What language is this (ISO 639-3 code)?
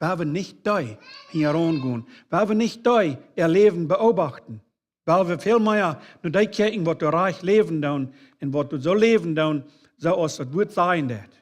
pdt